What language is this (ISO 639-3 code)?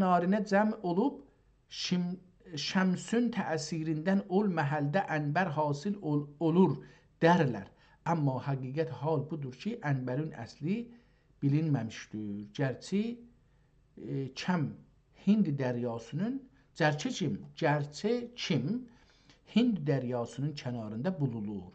azb